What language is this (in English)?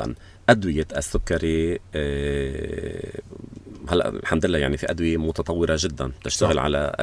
North Levantine Arabic